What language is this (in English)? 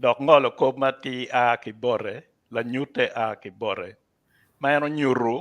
Acoli